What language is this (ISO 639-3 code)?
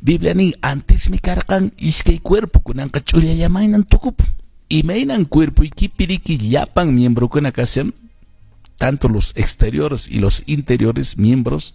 que